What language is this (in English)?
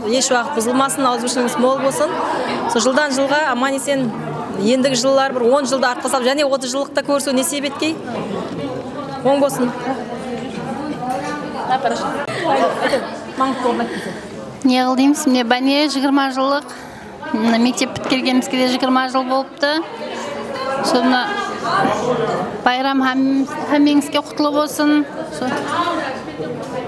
Kara-Kalpak